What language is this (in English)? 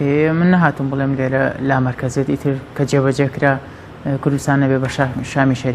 Central Kurdish